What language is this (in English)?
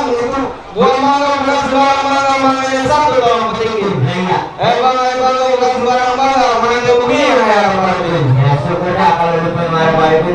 Betawi